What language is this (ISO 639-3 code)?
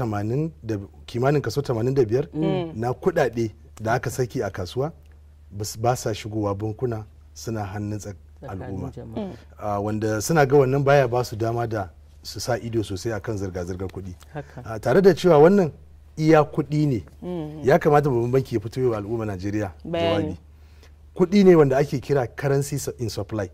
hau